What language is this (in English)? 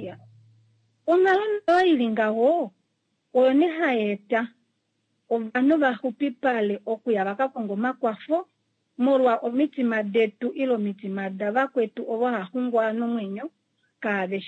Kuanyama